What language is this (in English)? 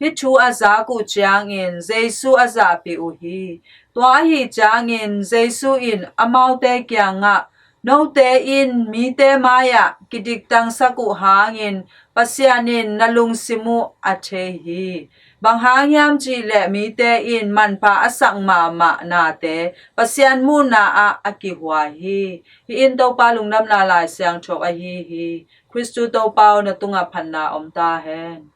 Tedim Chin